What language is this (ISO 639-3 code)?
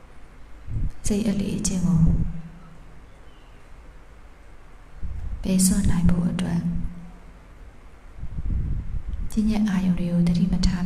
mya